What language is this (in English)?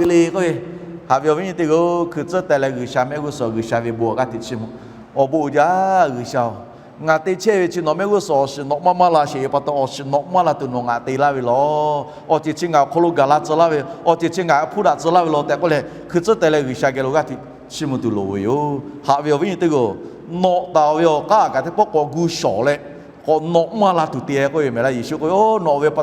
Lahu